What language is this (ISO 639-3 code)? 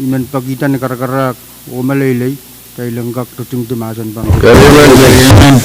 pon